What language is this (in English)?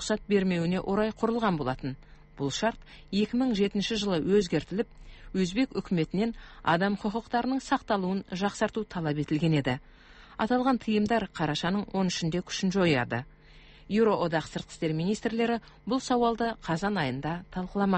Kazakh